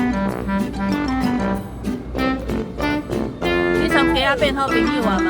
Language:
Min Nan Chinese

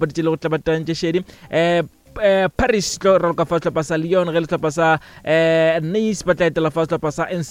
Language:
Northern Sotho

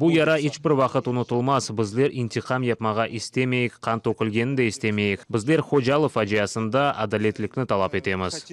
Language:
Crimean Tatar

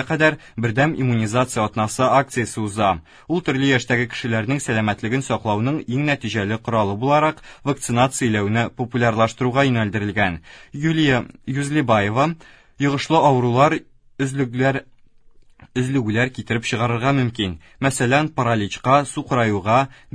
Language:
Tatar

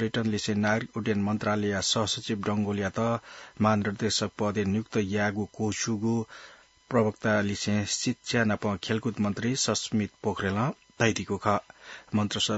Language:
Newari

